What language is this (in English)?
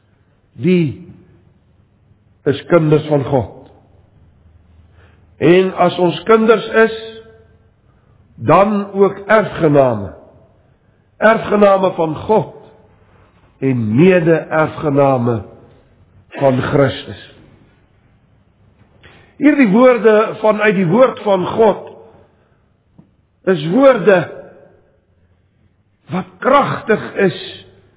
Afrikaans